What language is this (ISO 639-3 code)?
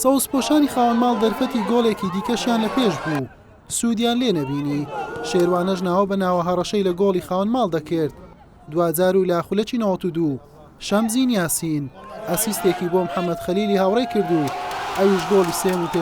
ckb